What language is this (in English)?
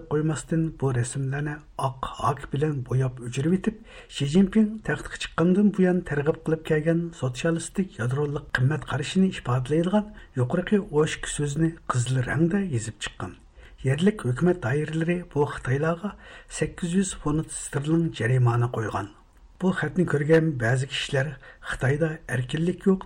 Uyghur